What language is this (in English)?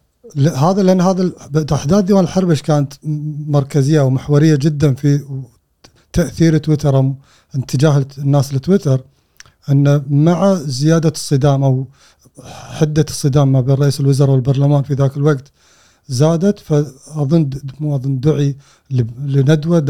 Gulf Arabic